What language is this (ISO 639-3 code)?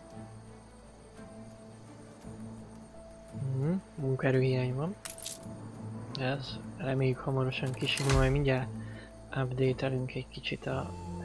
hun